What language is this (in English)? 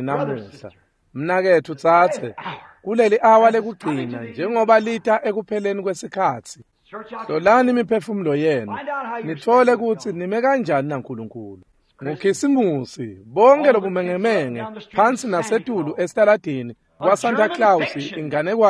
Swati